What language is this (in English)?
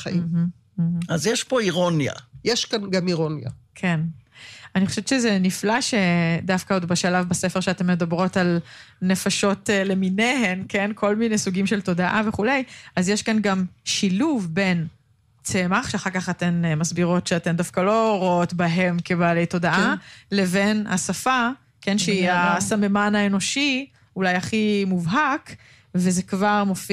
Hebrew